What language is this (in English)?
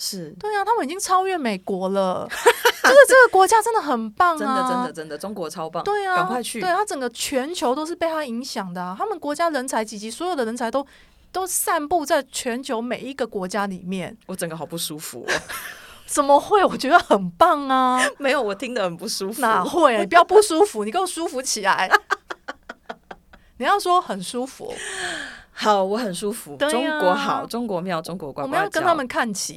Chinese